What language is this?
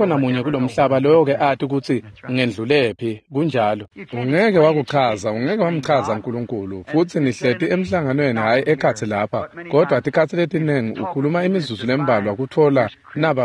Swati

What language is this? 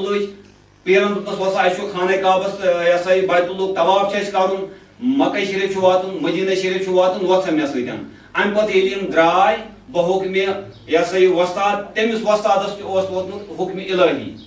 Kashmiri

